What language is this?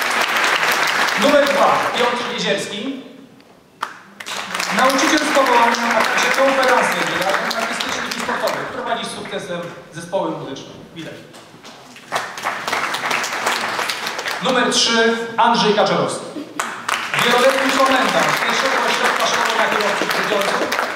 Polish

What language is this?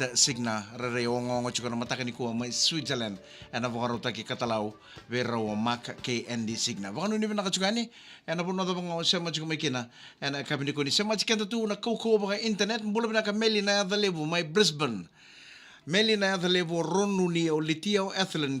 Fijian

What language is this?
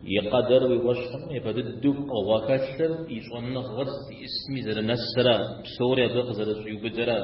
Kabardian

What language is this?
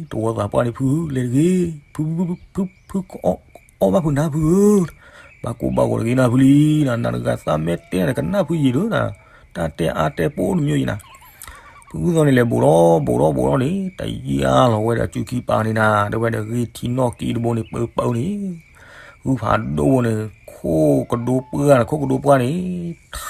S'gaw Karen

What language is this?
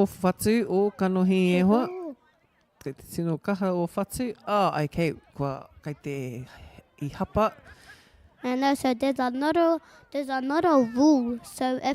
Māori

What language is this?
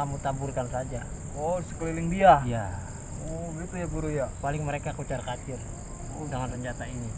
Betawi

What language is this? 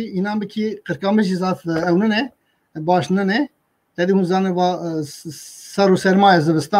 Kurdish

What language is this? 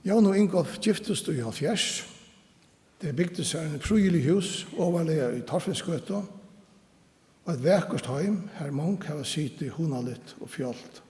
Faroese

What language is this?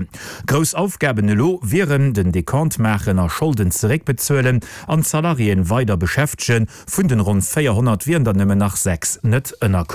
Luxembourgish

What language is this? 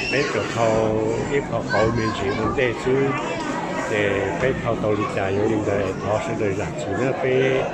Hmong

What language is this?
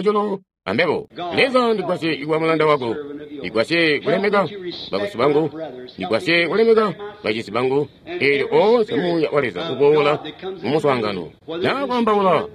Tonga (Zambia)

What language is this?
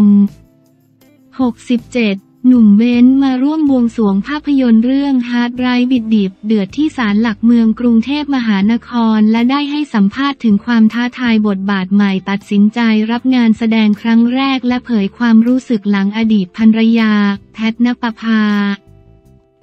Thai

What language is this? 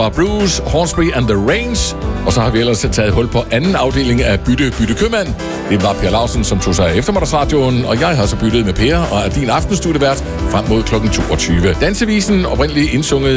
Danish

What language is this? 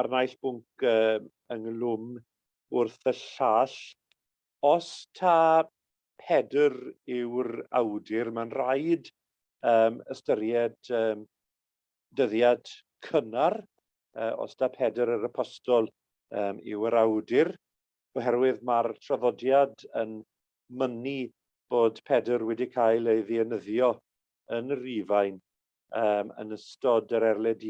Welsh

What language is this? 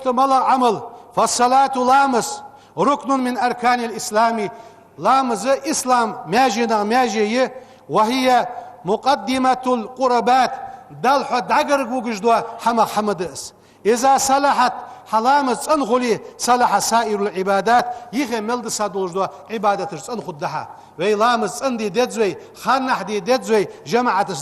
Ingush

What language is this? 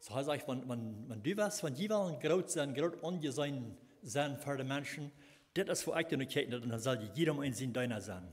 Plautdietsch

